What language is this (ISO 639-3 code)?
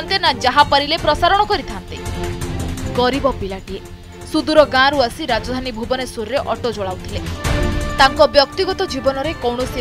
ori